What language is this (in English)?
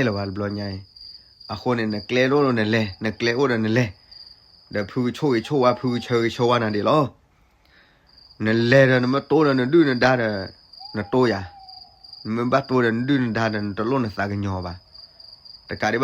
S'gaw Karen